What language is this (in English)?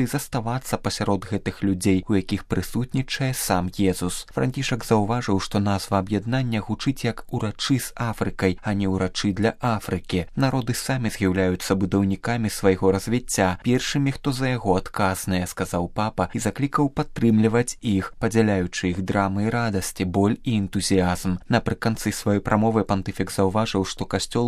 Belarusian